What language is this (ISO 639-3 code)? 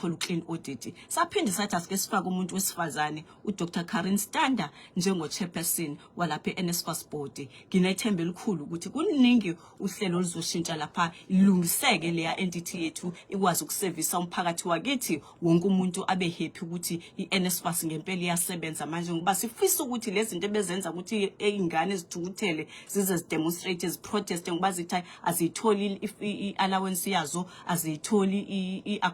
zul